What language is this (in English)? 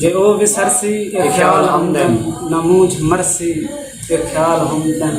Saraiki